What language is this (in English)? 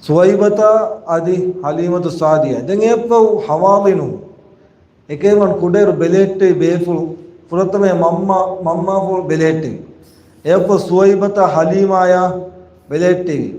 Divehi